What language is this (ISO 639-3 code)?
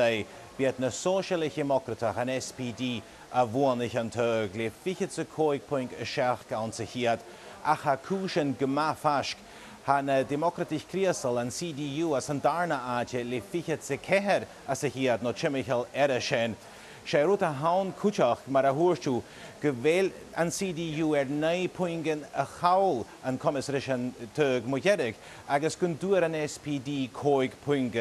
gla